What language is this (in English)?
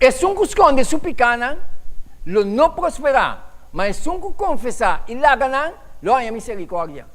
Papiamento